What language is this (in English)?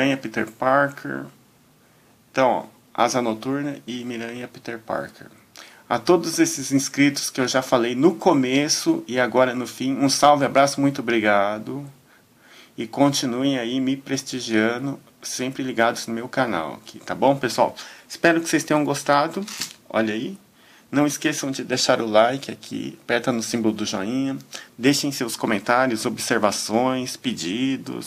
Portuguese